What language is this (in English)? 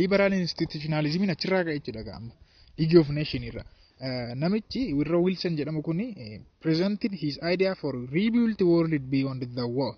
Oromo